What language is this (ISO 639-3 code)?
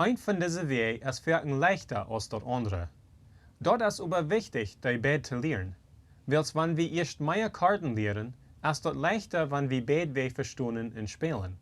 pdt